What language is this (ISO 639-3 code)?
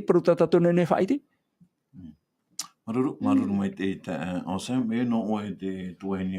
tah